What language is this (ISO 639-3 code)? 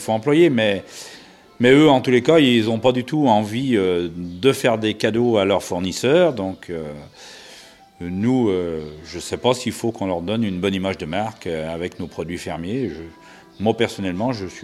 fra